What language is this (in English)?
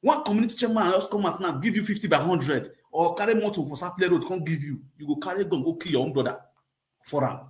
Nigerian Pidgin